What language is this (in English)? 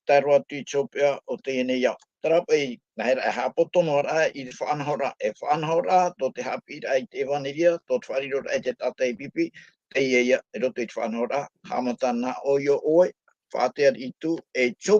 Tahitian